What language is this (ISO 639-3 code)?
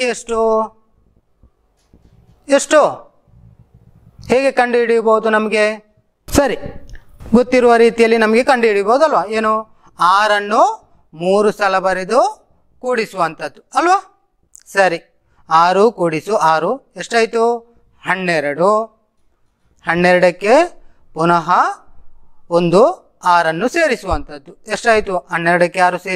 kan